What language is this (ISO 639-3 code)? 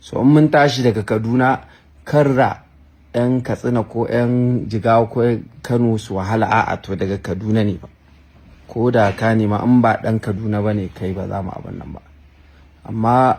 hau